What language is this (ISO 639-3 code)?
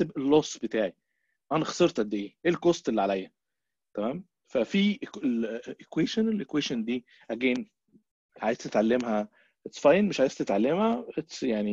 arz